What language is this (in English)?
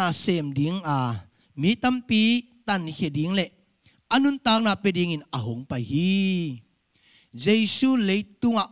Tedim Chin